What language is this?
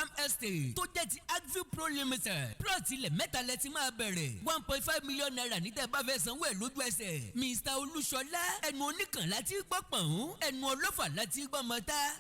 Yoruba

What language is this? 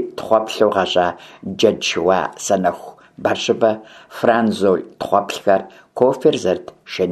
Kabardian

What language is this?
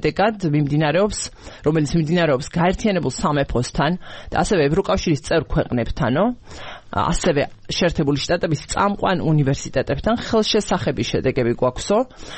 Georgian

